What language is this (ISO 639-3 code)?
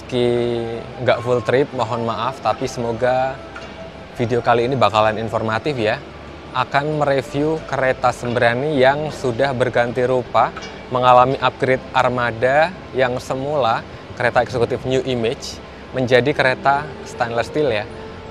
ind